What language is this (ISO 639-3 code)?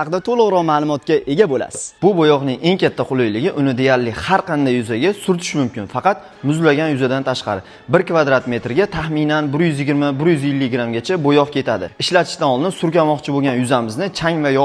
uzb